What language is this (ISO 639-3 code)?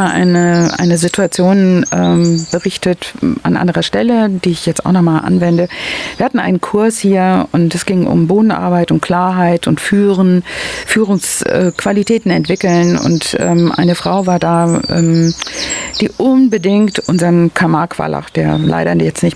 deu